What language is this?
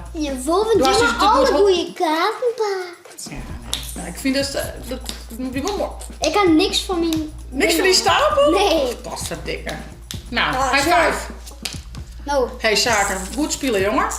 Western Frisian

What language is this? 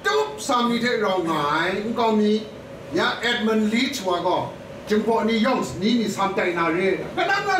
Kachin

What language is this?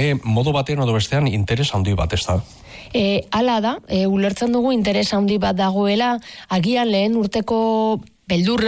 Basque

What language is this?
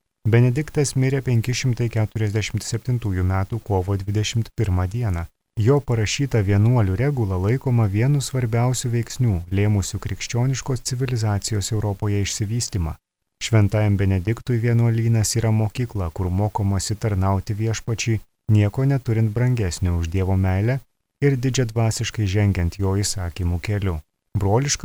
Lithuanian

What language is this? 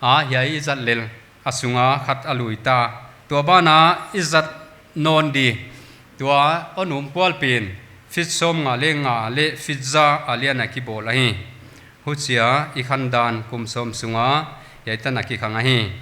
Paite Chin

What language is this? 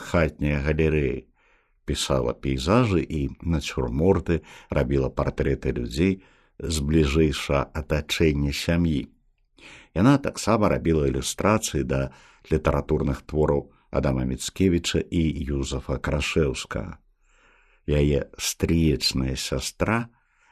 Belarusian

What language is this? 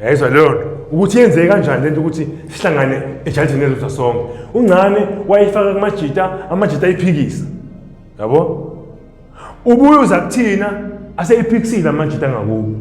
Zulu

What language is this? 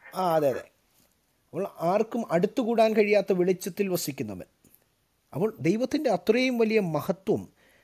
Malayalam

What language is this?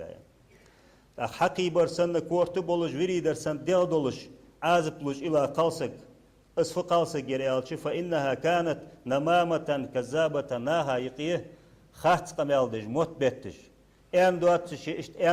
Ingush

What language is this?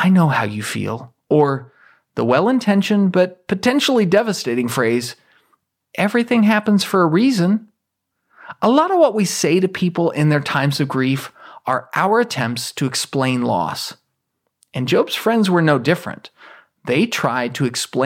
English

